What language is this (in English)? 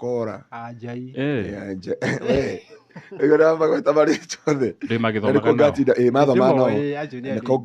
Kikuyu